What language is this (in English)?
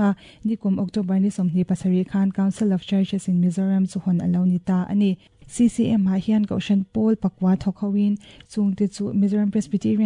Mizo